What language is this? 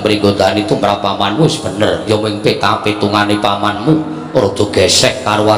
Javanese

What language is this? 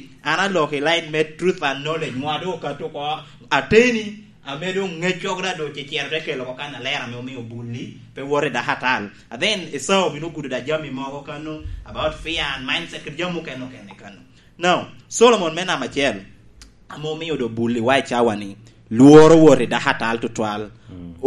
Lango (Uganda)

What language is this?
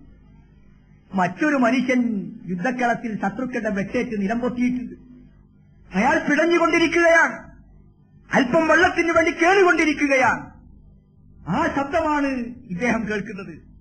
Malayalam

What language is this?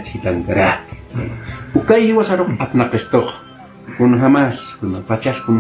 Aymara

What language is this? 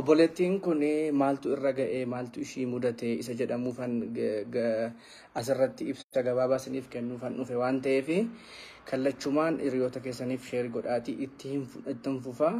Oromo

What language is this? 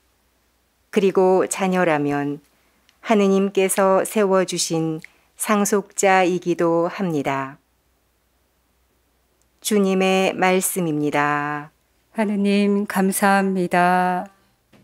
Korean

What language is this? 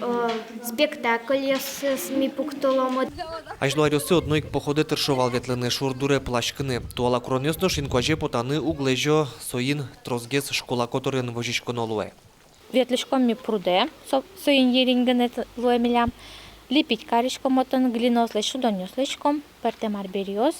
Udmurt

